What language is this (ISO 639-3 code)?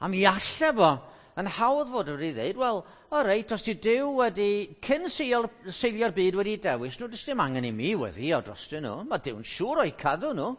cym